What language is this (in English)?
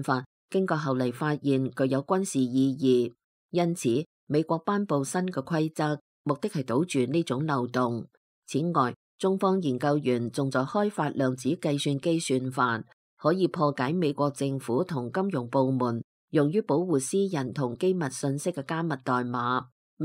Cantonese